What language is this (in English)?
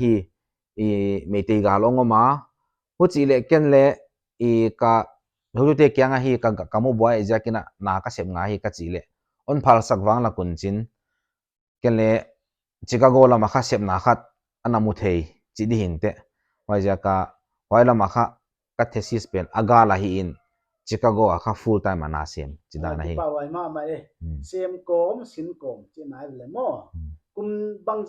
Paite Chin